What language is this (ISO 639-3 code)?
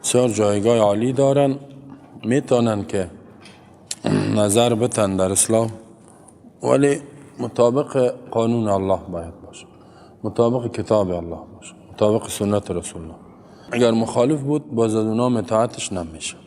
tgk